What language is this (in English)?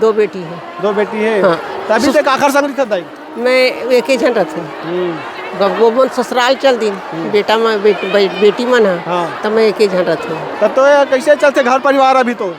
Chhattisgarhi